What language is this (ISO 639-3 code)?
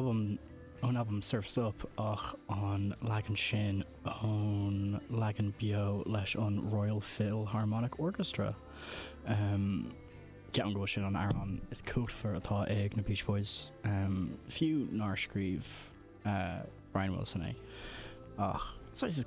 gle